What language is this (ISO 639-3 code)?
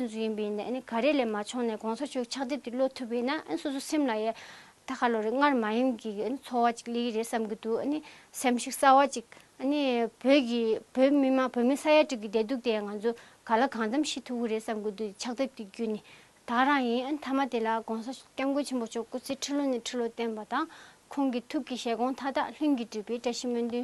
bod